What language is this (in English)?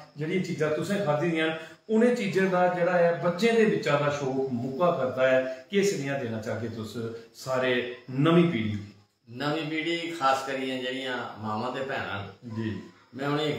Dogri